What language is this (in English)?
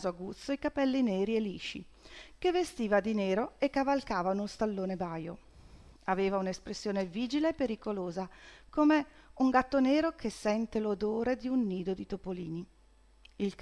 Italian